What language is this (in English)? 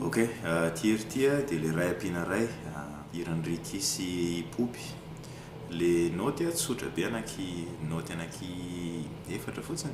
Malagasy